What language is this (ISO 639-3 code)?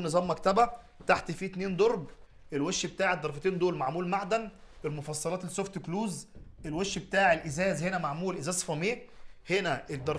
arz